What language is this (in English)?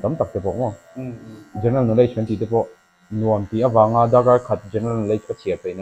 Mizo